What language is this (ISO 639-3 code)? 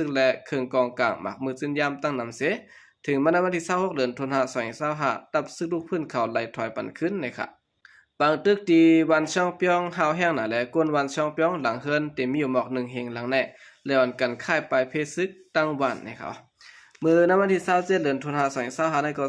shn